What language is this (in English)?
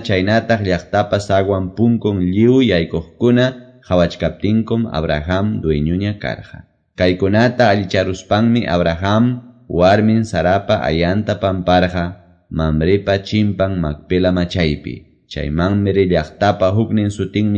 Quechua